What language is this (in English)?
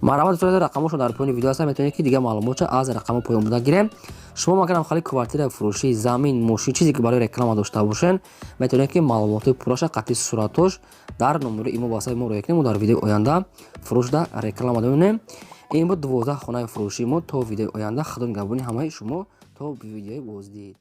Tajik